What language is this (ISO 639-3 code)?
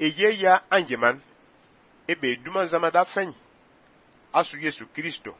fan